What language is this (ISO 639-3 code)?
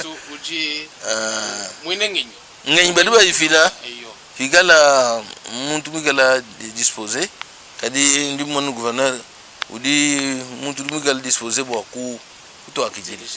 lua